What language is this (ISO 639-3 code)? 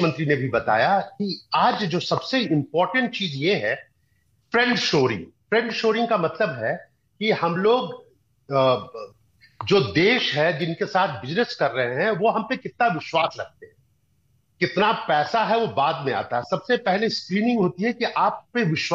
hin